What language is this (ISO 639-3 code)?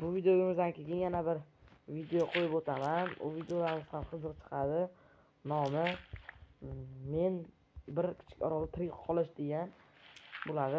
uzb